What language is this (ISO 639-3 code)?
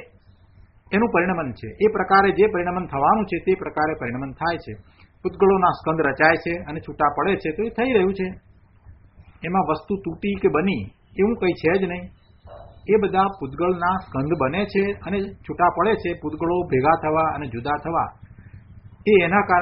guj